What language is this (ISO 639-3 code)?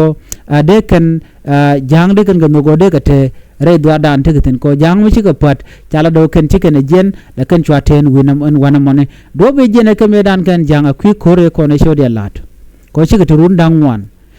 nus